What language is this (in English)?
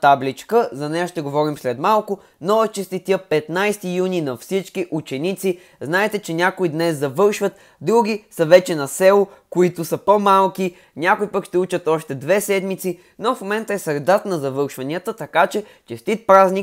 Bulgarian